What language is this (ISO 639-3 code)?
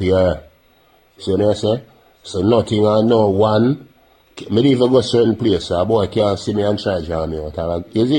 jam